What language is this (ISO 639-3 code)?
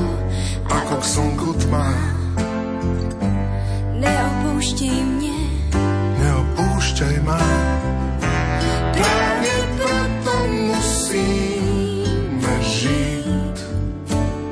slk